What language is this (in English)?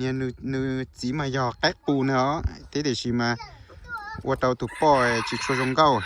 Hmong